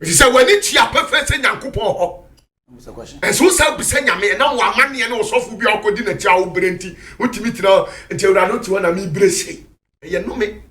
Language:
Akan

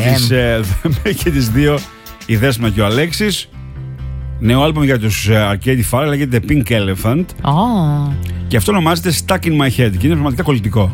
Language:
Greek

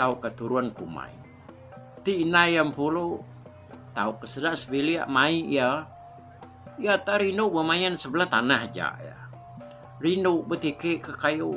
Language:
Iban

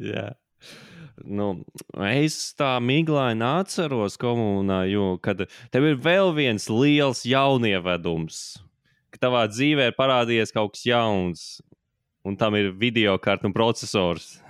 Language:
Latvian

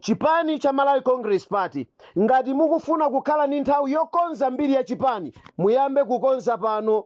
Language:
Nyanja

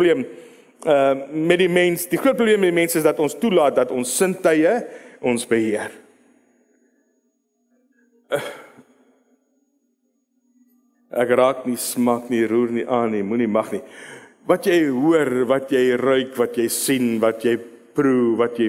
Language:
Afrikaans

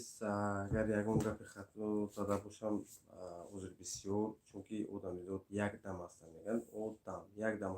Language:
Tajik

